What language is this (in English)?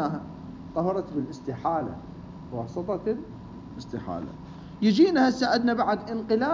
Mesopotamian Arabic